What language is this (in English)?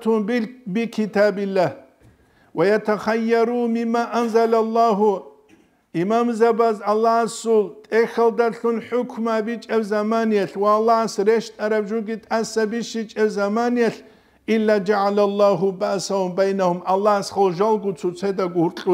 Avaric